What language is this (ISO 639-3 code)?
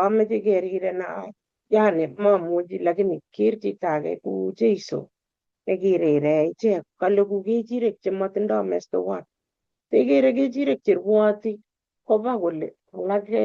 kln